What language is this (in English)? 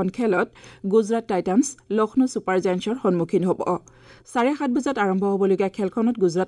Assamese